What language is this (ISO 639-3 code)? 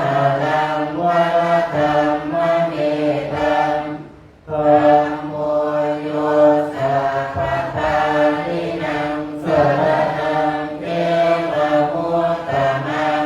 pli